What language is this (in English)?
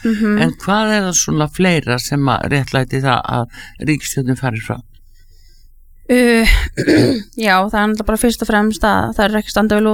Icelandic